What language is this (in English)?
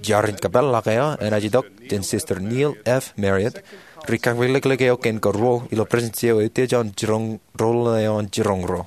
Marshallese